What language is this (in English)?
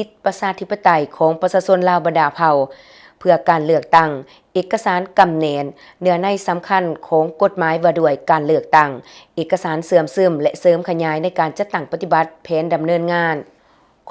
Lao